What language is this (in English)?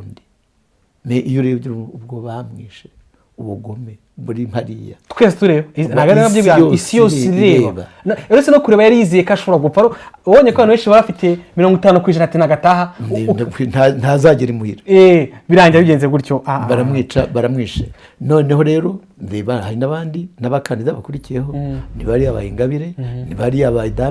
Kinyarwanda